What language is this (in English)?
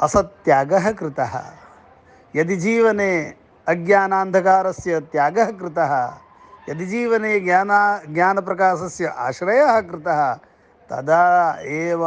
Sanskrit